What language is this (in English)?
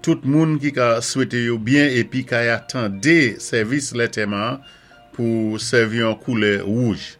Saint Lucian Creole French